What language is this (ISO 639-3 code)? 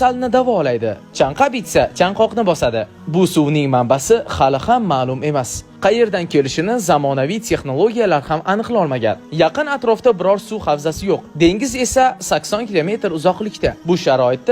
uzb